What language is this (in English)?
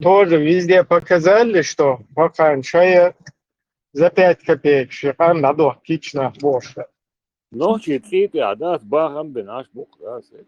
Chechen